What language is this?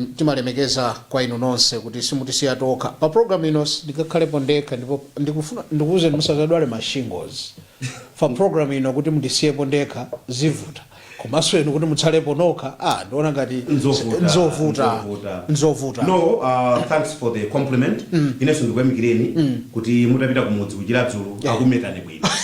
Nyanja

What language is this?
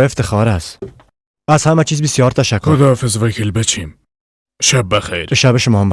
Persian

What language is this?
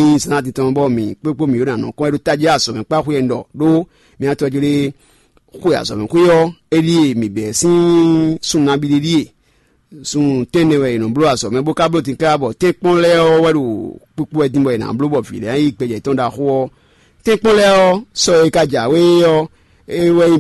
Fon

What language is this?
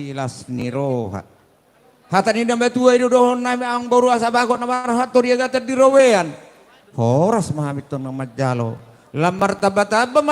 Batak Toba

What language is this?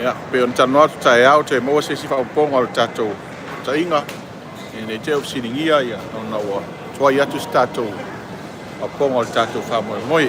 Samoan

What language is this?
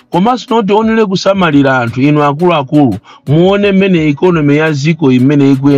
Nyanja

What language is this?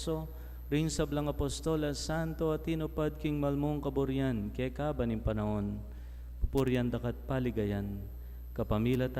Pampanga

